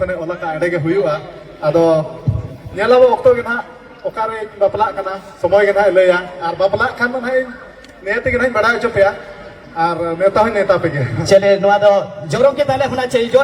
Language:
Santali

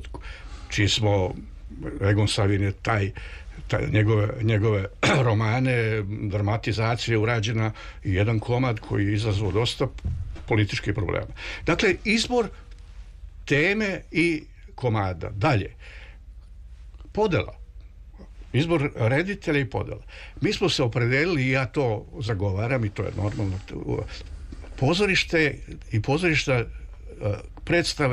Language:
Serbian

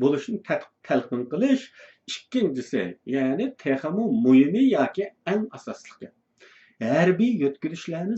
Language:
Uyghur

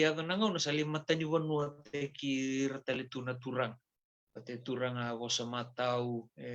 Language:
Fijian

